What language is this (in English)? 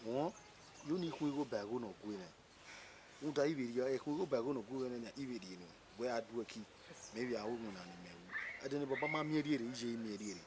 Bini